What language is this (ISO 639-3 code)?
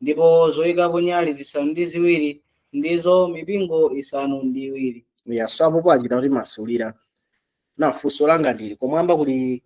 nya